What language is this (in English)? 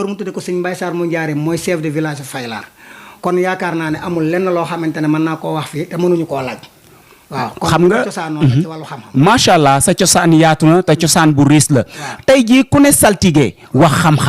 Wolof